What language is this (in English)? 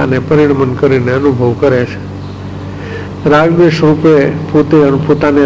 Gujarati